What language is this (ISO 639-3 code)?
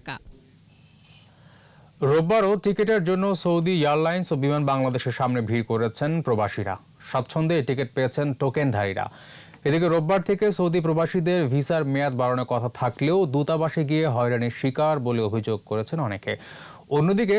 ben